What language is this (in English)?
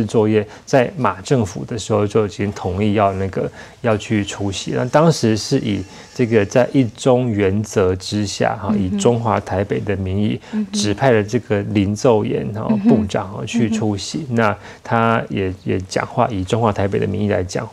Chinese